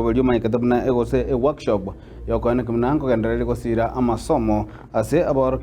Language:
Gusii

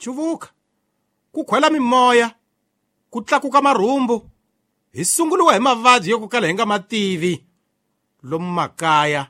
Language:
Tsonga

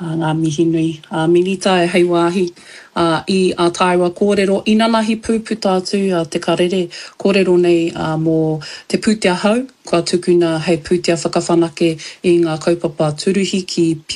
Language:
Māori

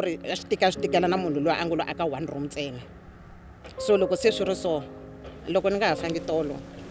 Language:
Tsonga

